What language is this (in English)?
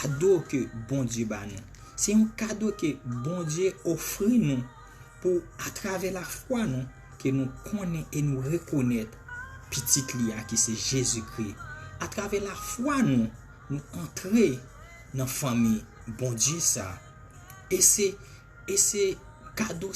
Haitian Creole